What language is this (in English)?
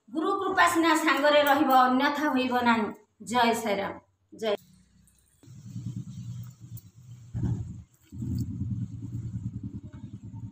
Odia